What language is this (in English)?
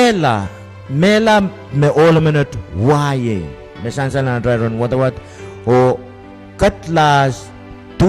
Pohnpeian